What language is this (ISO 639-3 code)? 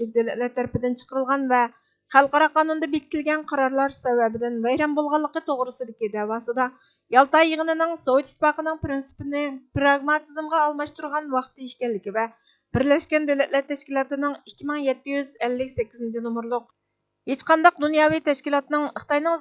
uig